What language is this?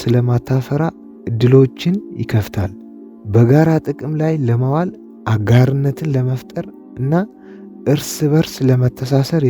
Amharic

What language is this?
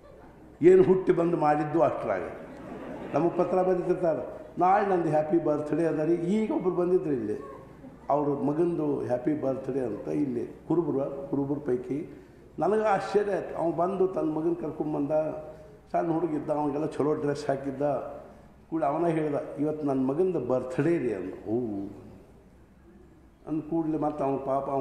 Kannada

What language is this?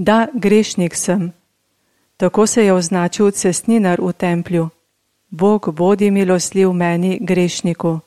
Slovenian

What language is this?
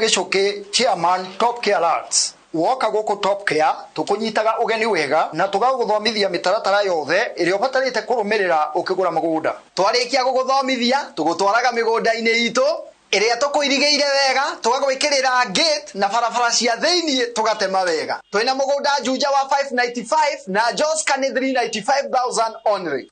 Kikuyu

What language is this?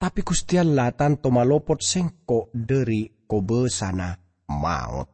Madurese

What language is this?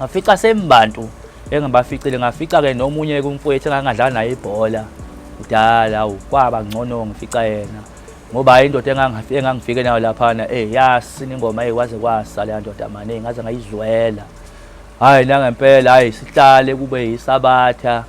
Zulu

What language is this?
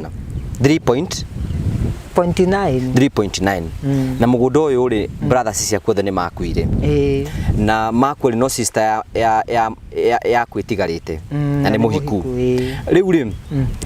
Kikuyu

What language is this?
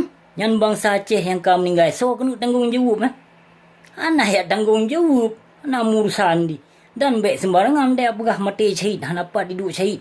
Achinese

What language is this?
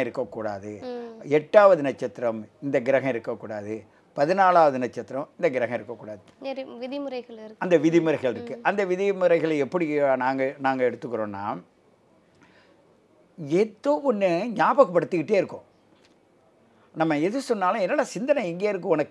Tamil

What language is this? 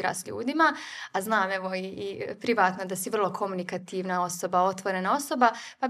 Bosnian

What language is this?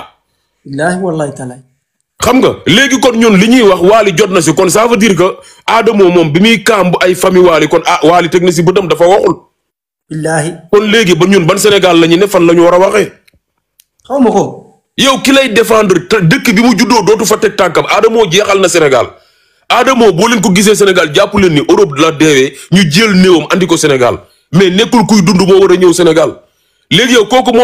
Wolof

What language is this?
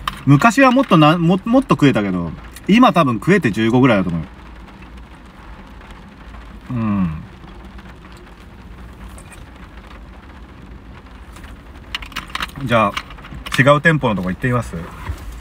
Japanese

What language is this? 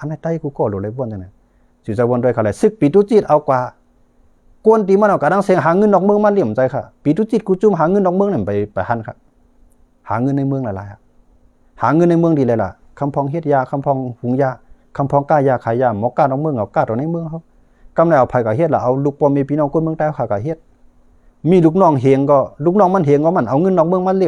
Shan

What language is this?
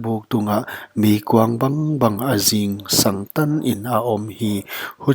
Paite Chin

